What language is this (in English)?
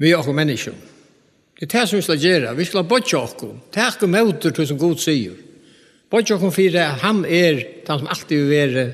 Faroese